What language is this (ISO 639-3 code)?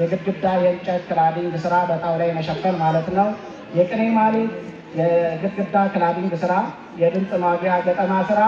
amh